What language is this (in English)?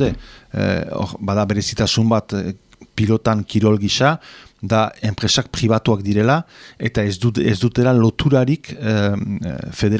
Basque